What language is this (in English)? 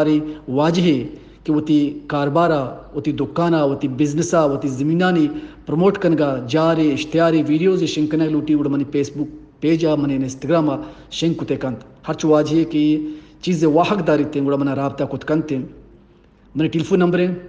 Eastern Balochi